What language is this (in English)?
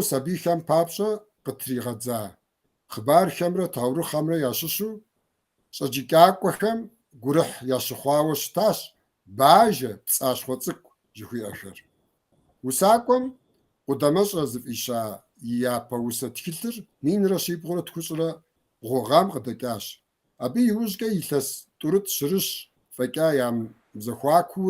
Kabardian